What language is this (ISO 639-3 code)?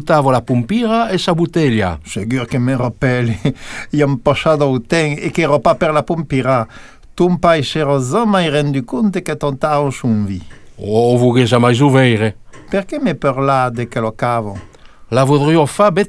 oci